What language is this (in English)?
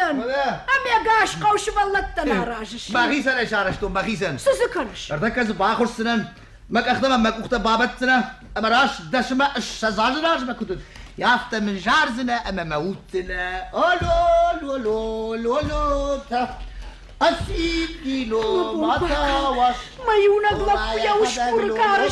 Ossetic